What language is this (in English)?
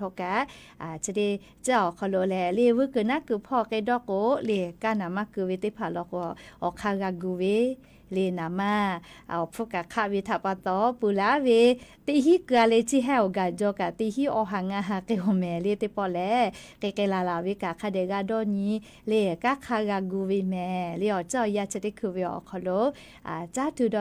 Lahu